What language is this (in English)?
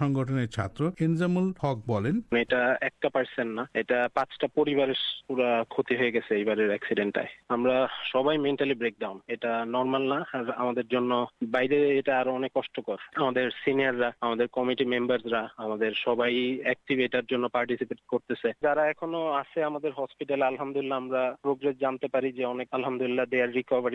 Bangla